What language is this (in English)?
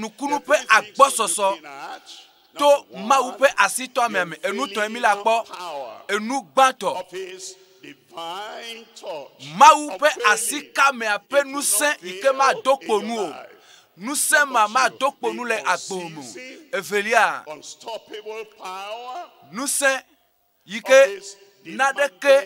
Ewe